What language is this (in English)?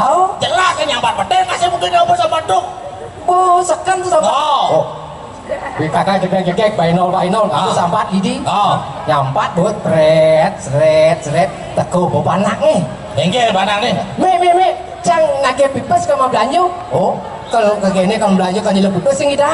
Balinese